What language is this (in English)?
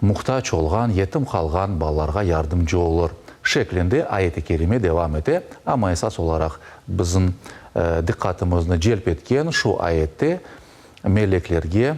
Crimean Tatar